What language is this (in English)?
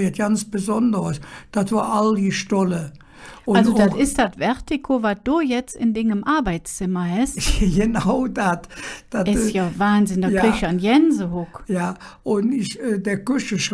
Colognian